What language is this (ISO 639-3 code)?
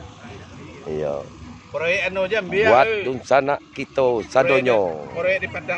min